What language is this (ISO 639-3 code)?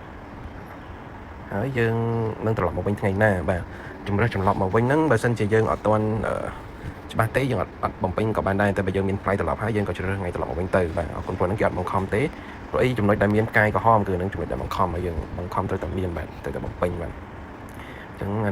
khm